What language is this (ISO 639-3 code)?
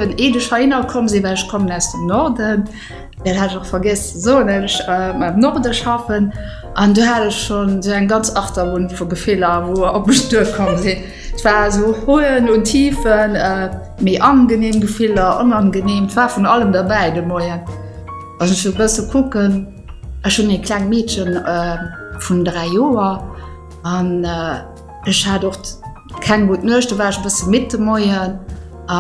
ltz